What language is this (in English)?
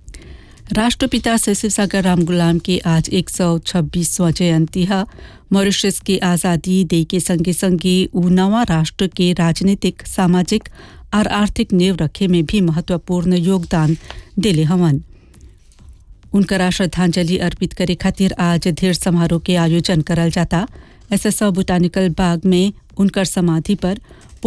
Bhojpuri